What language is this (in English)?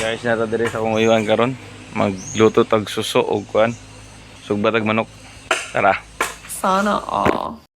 Cebuano